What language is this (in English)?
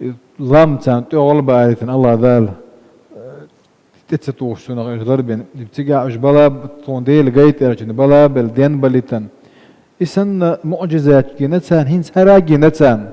Chechen